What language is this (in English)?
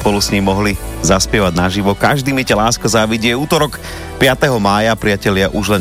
Slovak